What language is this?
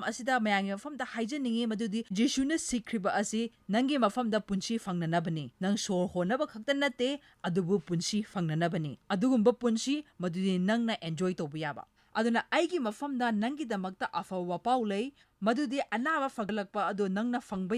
Manipuri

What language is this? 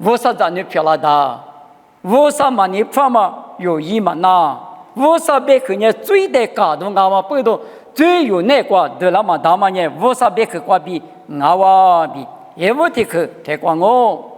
Lisu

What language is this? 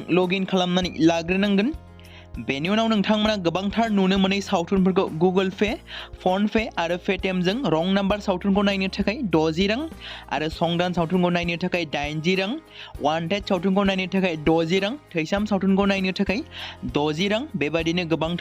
Bodo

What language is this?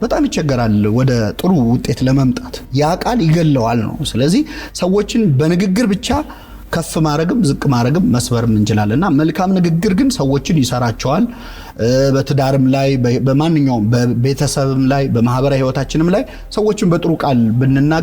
Amharic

